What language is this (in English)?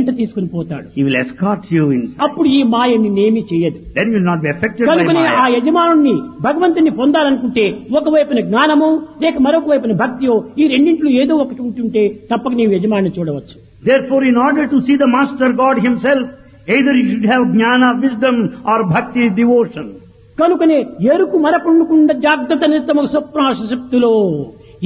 Telugu